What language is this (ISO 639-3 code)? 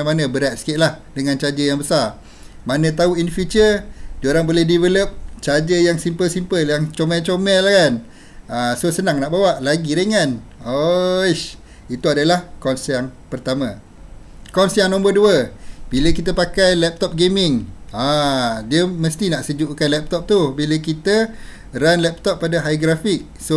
msa